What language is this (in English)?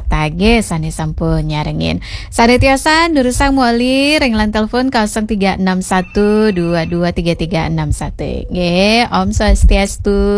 Balinese